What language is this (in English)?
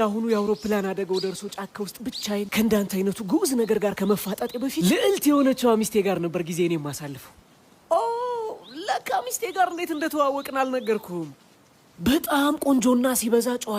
Amharic